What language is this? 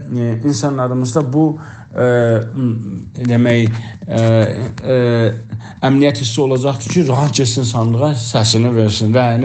South Azerbaijani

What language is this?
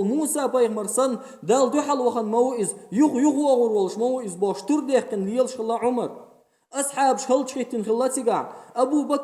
Chechen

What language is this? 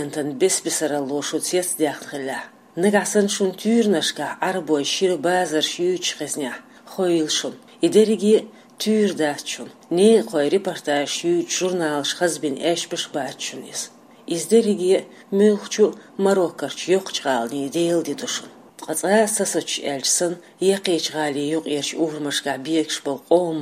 Chechen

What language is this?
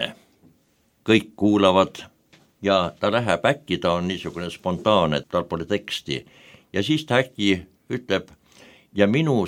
Estonian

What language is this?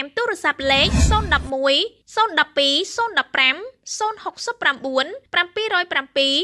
Khmer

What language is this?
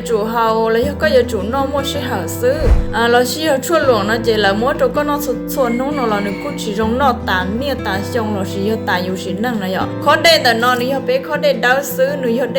Hmong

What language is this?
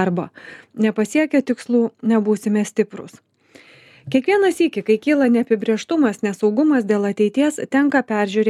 Lithuanian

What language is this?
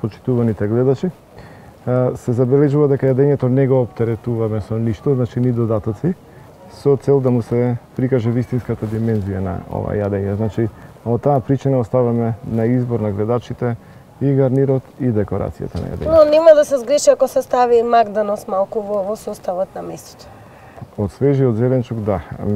Macedonian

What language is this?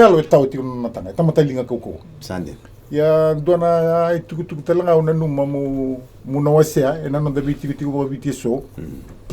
Fijian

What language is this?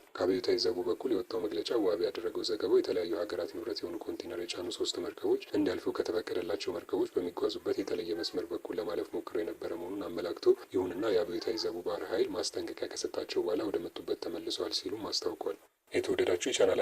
Amharic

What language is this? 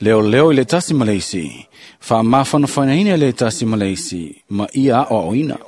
Samoan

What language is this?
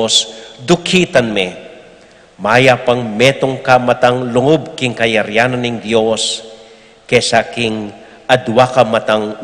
Pampanga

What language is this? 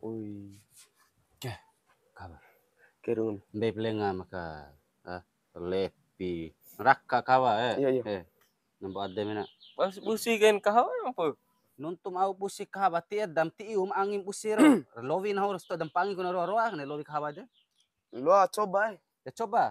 Bima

